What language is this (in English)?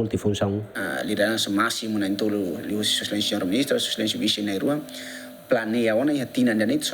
Tetum